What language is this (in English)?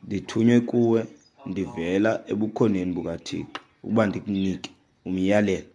Xhosa